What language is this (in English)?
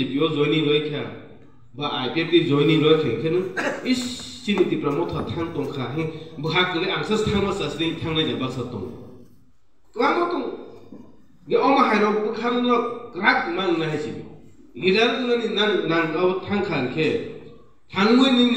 Kok Borok